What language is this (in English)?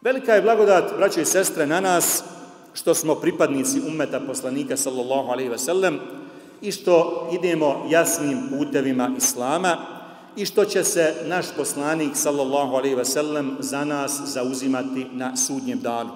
Bosnian